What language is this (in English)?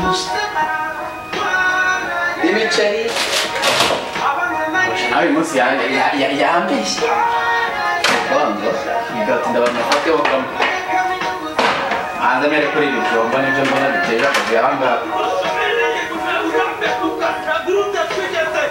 Kinyarwanda